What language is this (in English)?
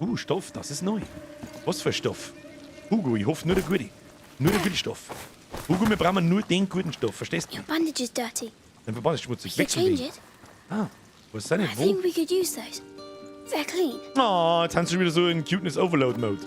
Bavarian